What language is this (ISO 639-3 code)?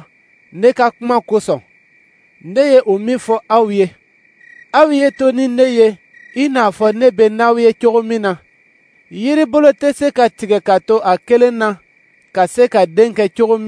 dyu